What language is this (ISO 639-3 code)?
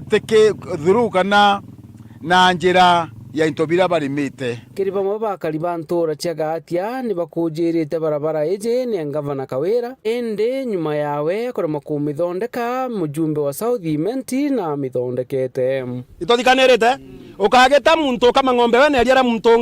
mer